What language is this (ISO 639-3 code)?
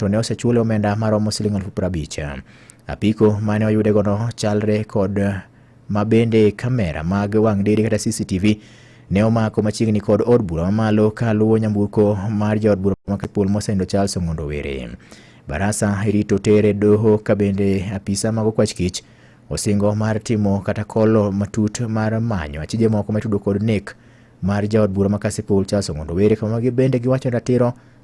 luo